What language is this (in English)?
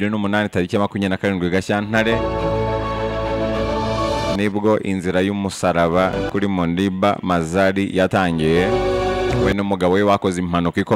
Kinyarwanda